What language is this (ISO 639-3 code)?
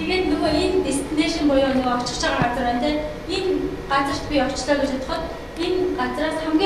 mon